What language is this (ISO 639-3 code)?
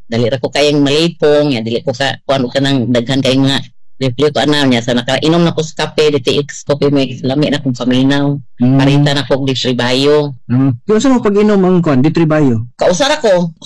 ceb